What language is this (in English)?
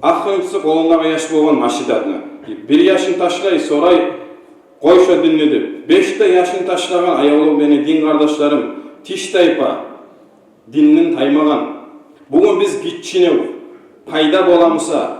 Kumyk